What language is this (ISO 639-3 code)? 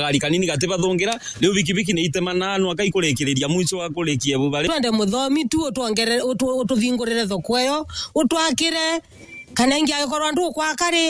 mer